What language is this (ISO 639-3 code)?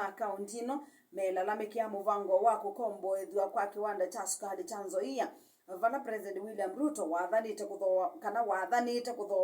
kam